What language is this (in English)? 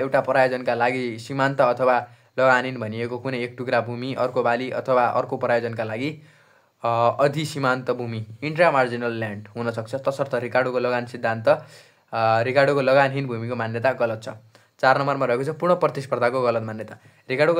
Nepali